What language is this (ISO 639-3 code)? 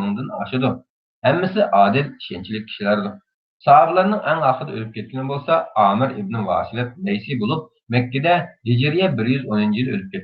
uig